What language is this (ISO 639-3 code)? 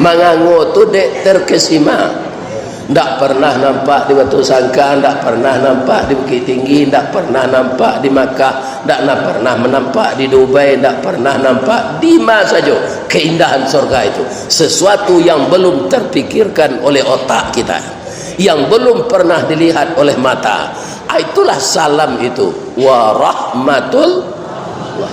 min